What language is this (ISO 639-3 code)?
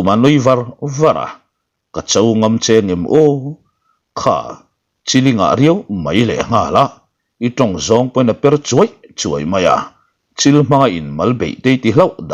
lus